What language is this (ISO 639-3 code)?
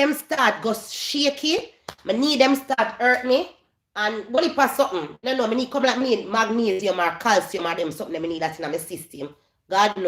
jam